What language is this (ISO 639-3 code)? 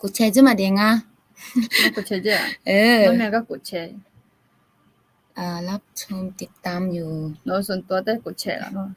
ahk